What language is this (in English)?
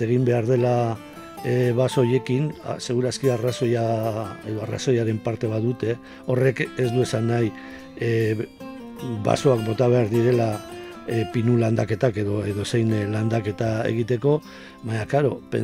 Basque